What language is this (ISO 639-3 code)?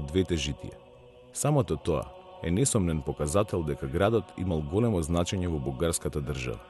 mkd